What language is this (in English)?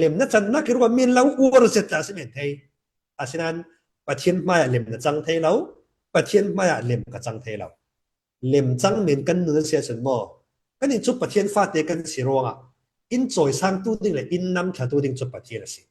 Falam Chin